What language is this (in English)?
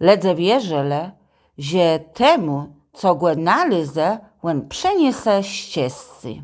Kashubian